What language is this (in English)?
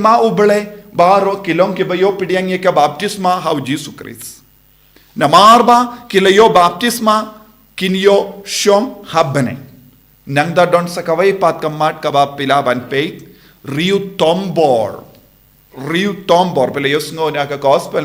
Khasi